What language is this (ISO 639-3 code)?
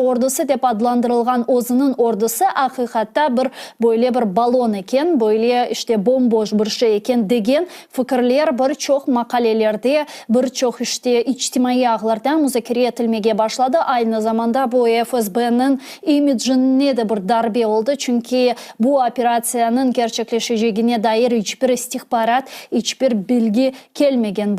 crh